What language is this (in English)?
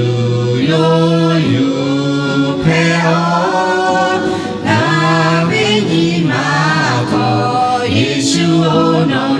Lahu